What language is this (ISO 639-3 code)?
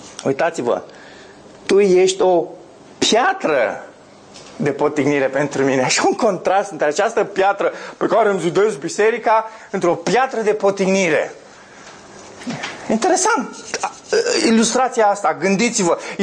ron